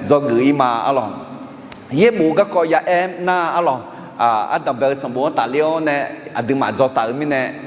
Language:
Akha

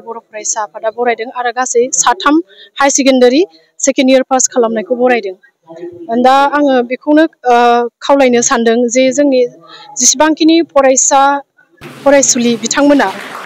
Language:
Bodo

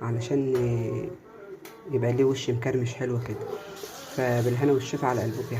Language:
Egyptian Arabic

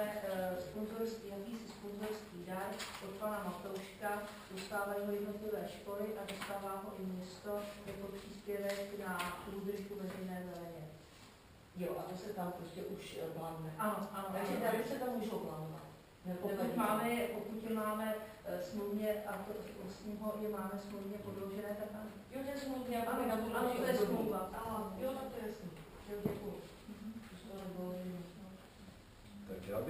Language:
Czech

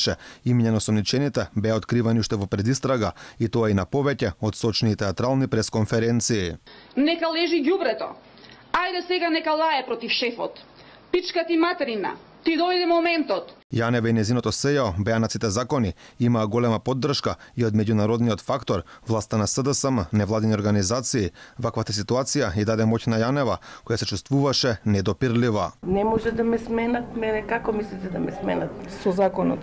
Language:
Macedonian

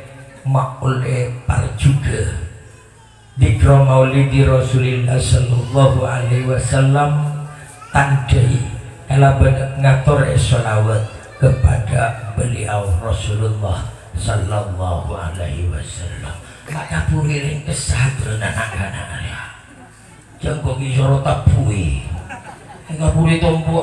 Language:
Madurese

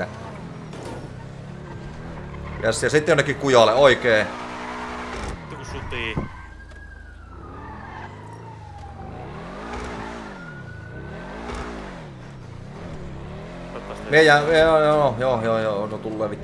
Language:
Finnish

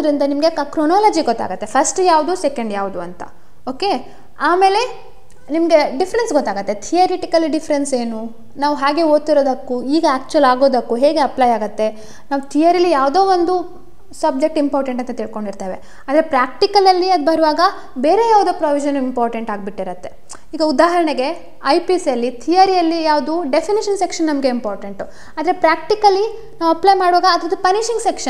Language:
Kannada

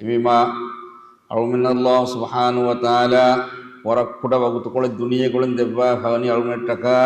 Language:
Divehi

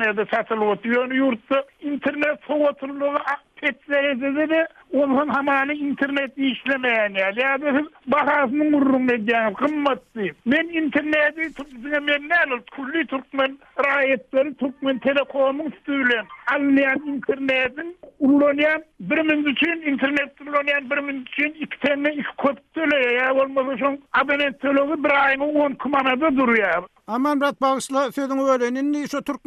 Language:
Turkmen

